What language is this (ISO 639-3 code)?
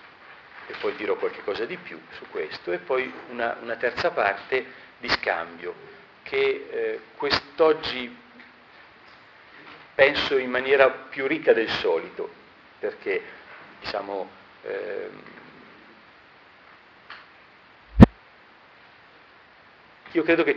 ita